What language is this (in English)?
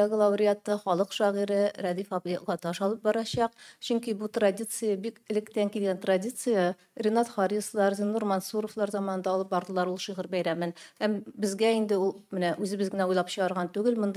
Tatar